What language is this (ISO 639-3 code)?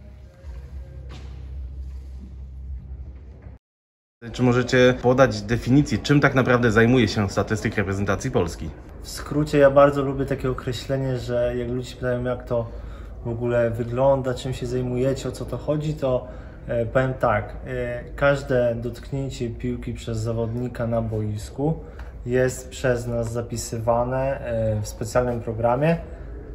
pol